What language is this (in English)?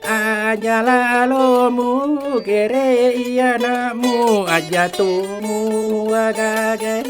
Buginese